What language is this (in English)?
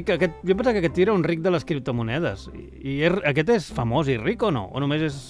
Catalan